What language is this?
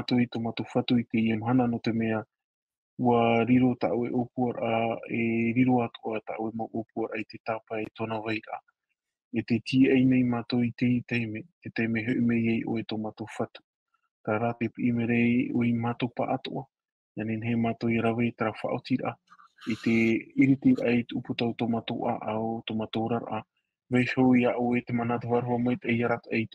Tahitian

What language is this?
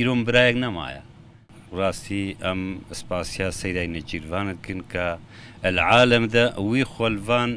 Kurdish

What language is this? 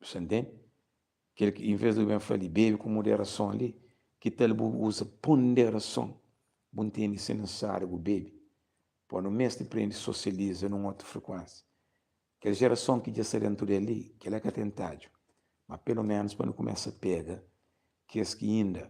Kabuverdianu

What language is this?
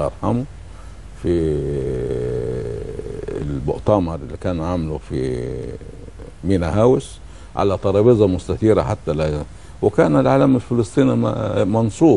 Egyptian Arabic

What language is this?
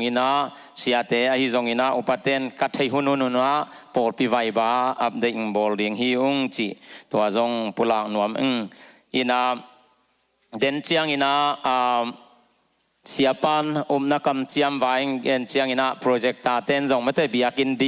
Tedim Chin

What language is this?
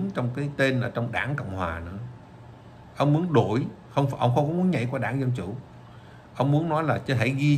Vietnamese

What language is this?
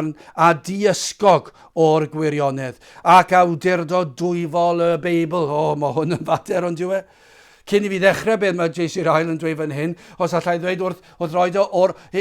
Welsh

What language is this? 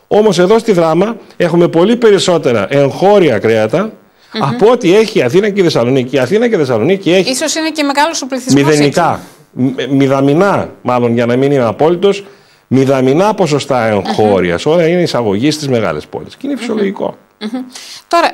Greek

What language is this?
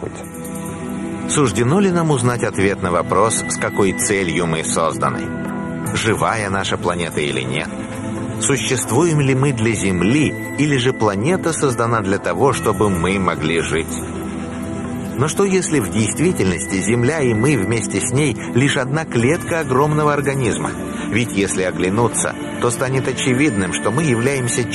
Russian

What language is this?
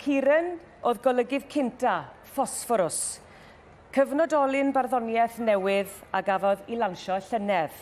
Welsh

